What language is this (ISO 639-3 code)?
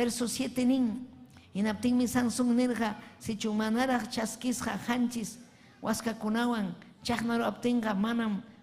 quy